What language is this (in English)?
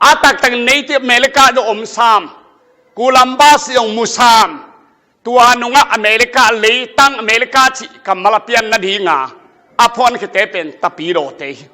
Tedim Chin